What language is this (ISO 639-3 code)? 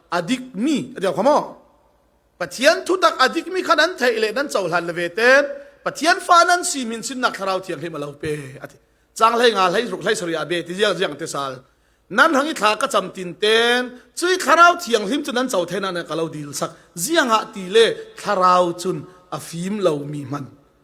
cfm